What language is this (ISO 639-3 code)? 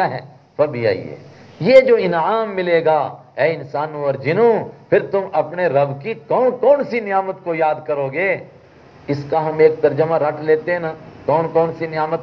urd